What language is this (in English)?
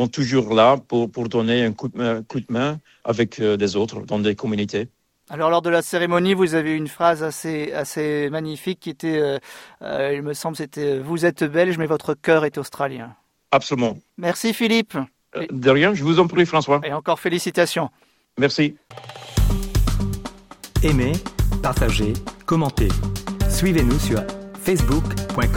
French